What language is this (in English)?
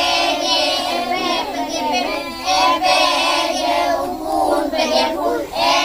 Santali